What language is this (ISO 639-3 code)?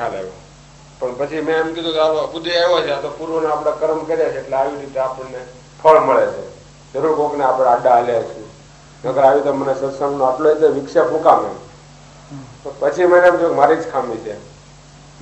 guj